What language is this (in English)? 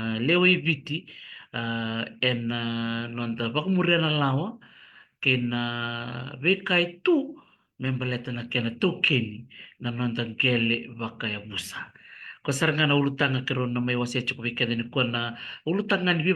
Fijian